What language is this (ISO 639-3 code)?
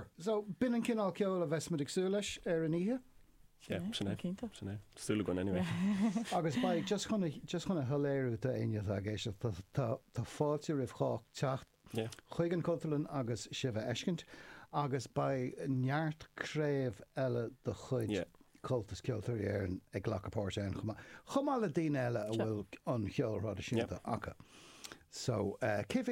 gle